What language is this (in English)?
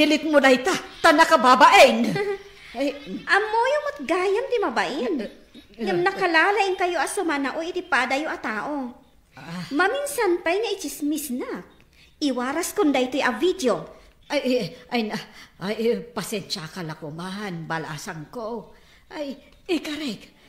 Iloko